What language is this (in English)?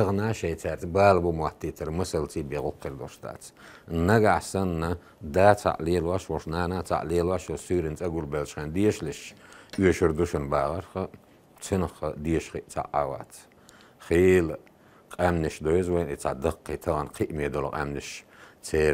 Chechen